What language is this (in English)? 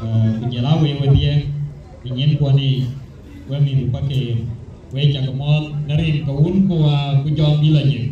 Dinka